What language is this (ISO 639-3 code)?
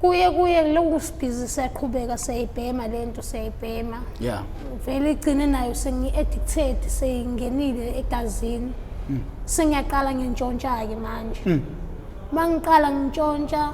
zul